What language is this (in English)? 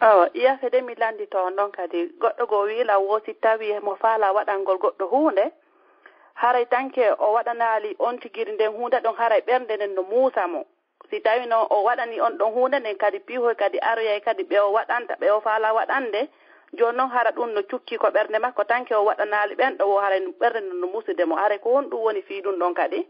Fula